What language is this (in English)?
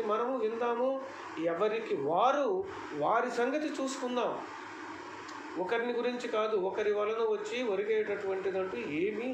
Telugu